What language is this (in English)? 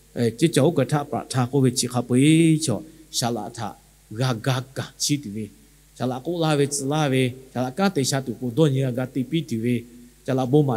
Lahu